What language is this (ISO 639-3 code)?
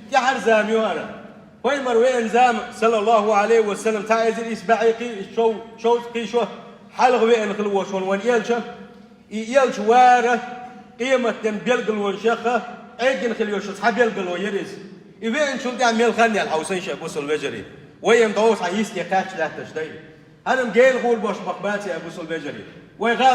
che